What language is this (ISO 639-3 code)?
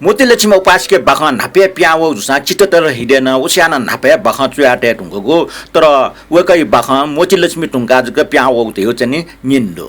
new